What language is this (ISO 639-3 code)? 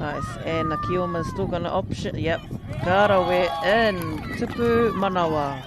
mri